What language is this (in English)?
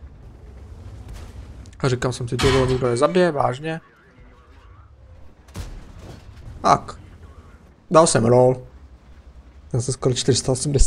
Czech